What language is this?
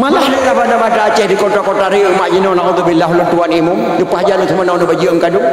Achinese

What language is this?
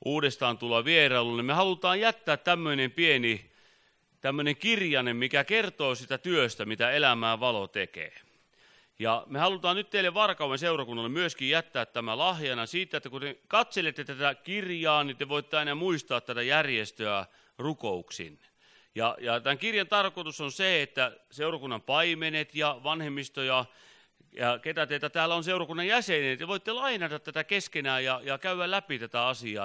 Finnish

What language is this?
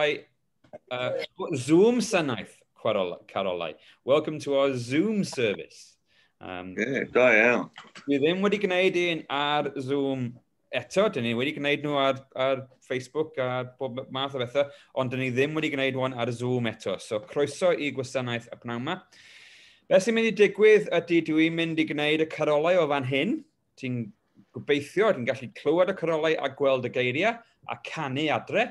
Welsh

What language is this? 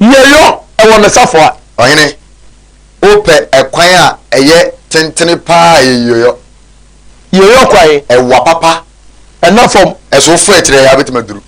Akan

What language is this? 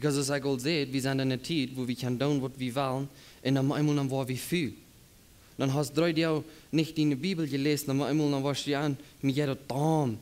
Plautdietsch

